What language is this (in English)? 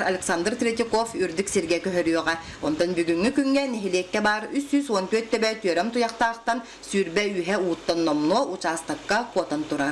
Yakut